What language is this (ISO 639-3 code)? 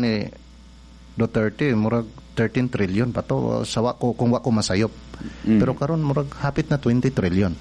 ceb